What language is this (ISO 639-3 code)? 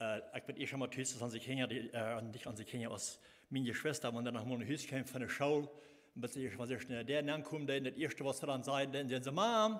pdt